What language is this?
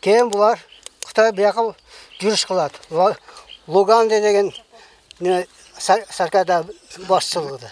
Kyrgyz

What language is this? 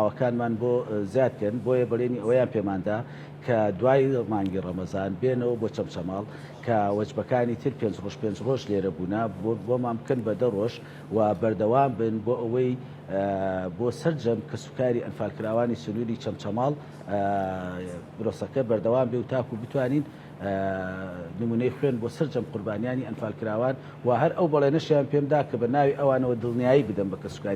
Central Kurdish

